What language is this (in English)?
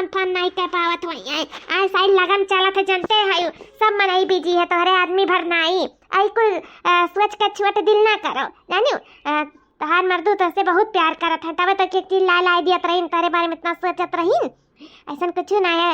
Awadhi